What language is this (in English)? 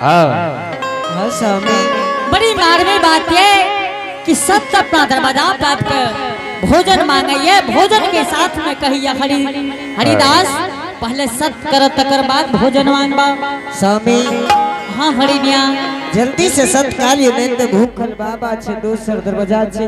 Angika